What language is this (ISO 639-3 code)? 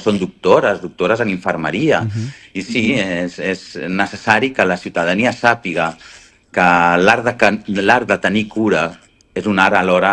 cat